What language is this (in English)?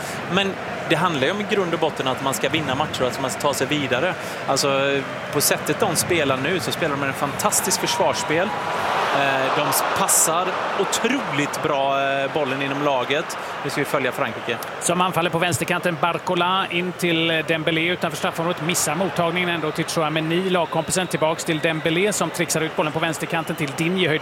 Swedish